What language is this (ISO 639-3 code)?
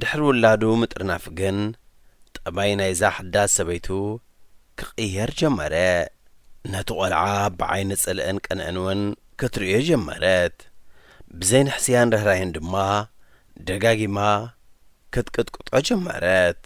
tir